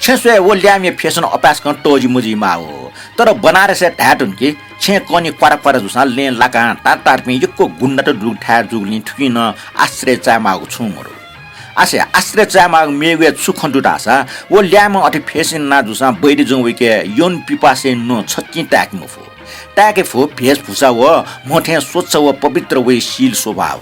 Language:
Newari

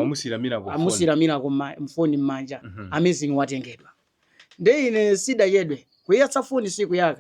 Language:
Nyanja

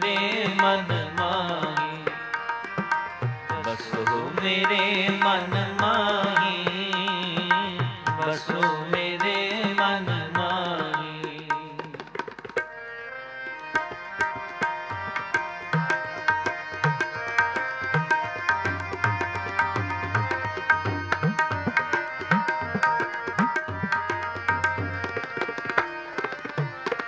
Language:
Punjabi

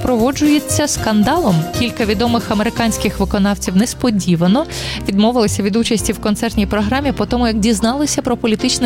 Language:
Ukrainian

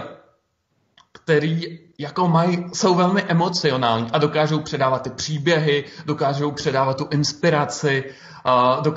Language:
Czech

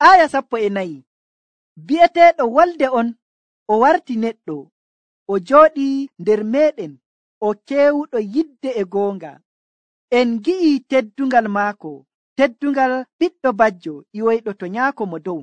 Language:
Nigerian Fulfulde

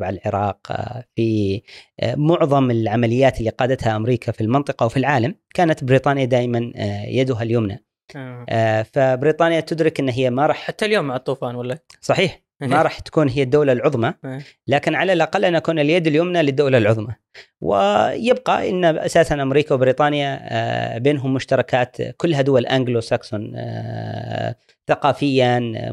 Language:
Gulf Arabic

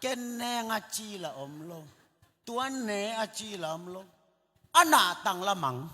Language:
Tedim Chin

